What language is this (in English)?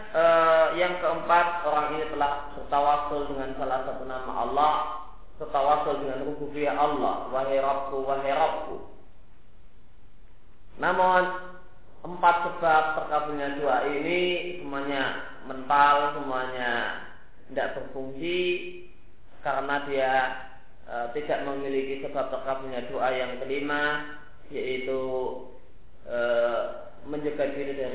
Indonesian